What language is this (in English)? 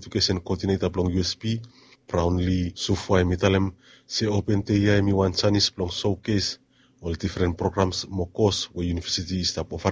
Bislama